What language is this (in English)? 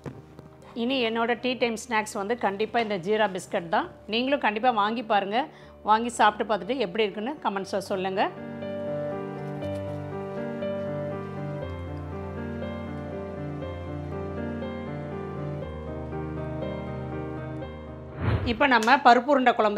Tamil